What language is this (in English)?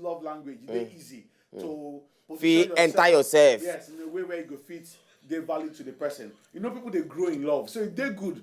Nigerian Pidgin